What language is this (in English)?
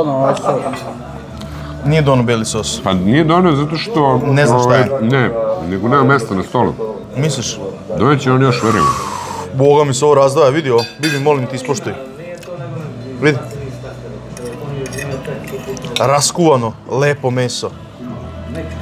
Serbian